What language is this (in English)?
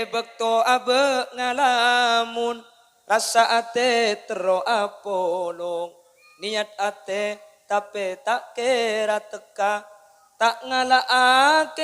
Madurese